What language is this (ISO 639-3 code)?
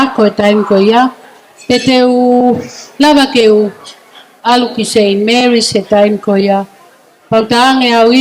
ton